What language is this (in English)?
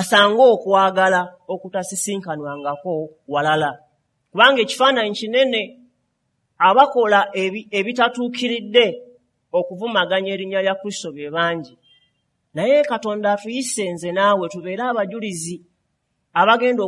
Ganda